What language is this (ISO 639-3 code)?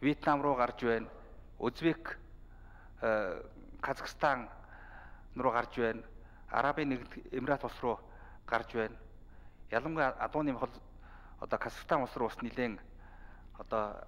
mon